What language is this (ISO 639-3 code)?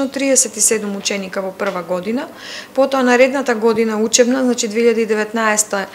mkd